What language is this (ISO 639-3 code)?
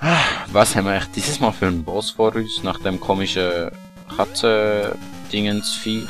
gsw